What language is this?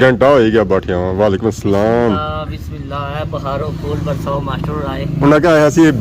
Pahari-Potwari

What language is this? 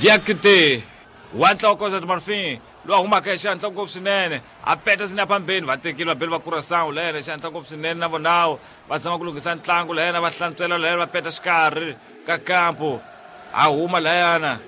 Tsonga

